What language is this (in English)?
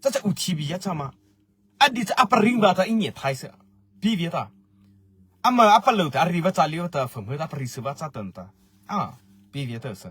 Mara Chin